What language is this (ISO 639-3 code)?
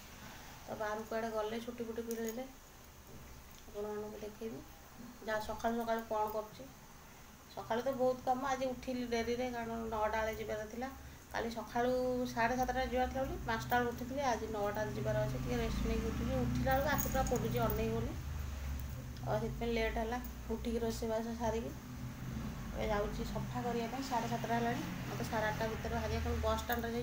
ori